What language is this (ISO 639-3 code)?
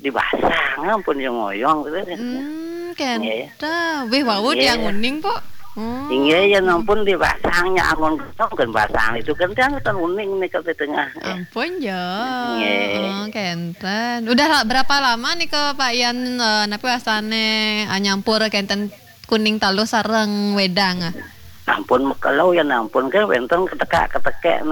ban